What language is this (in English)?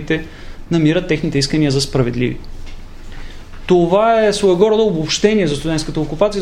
Bulgarian